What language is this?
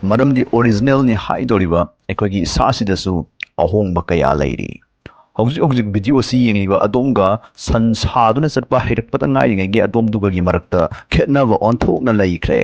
Manipuri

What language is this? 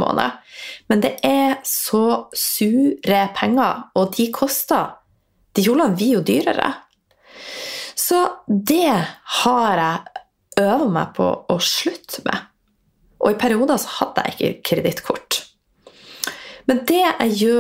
Norwegian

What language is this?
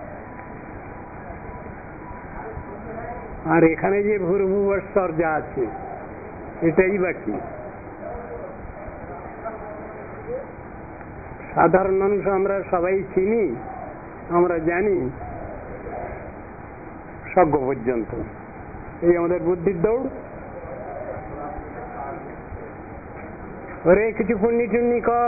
Bangla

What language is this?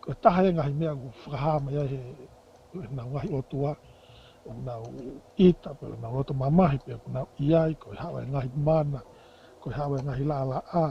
Tongan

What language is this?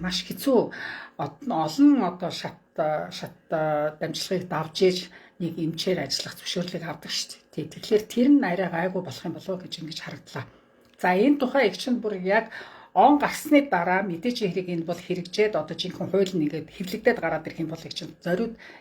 Mongolian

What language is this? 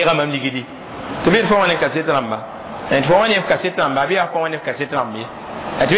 Mossi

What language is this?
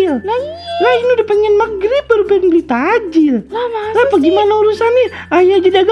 Betawi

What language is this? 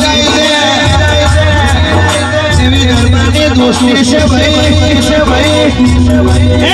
Gujarati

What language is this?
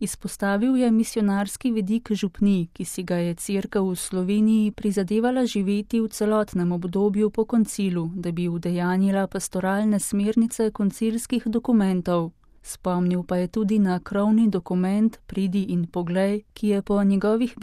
Slovenian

